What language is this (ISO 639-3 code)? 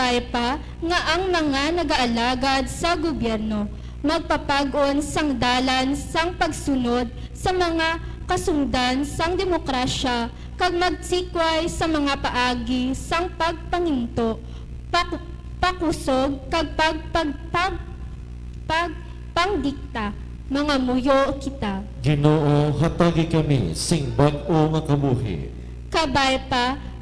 hil